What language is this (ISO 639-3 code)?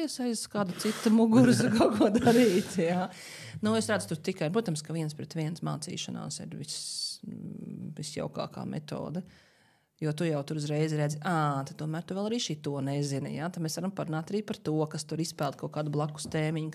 lav